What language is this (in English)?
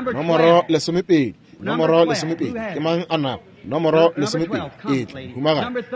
Northern Sotho